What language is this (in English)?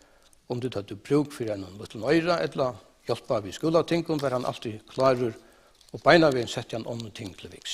Faroese